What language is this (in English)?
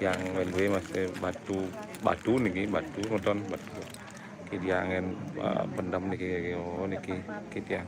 Balinese